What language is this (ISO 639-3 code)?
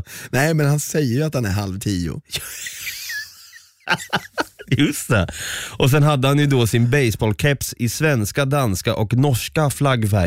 swe